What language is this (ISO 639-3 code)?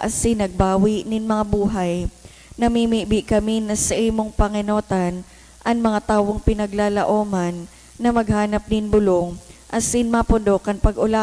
bik